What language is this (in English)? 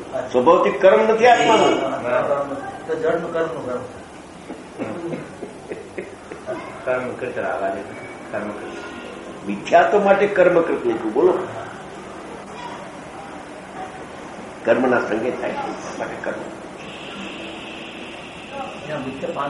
Gujarati